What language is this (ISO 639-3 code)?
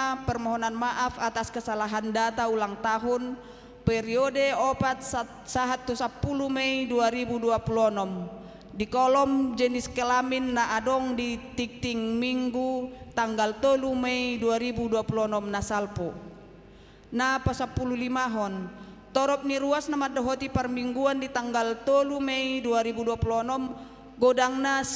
bbc